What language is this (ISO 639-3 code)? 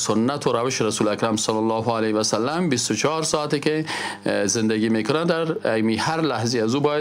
fas